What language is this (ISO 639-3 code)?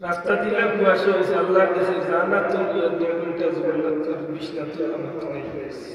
syl